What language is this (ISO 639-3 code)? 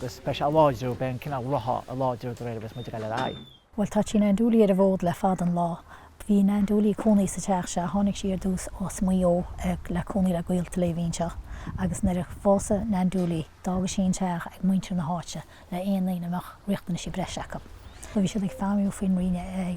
gle